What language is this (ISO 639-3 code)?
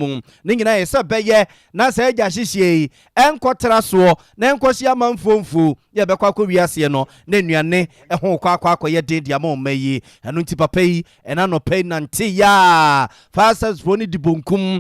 aka